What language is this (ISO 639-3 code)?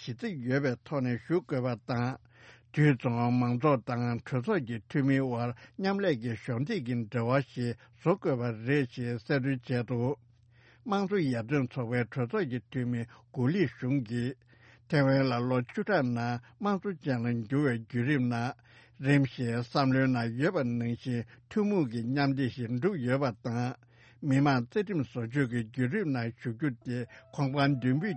bod